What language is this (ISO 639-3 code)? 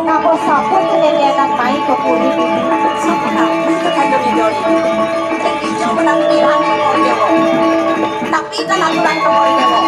ban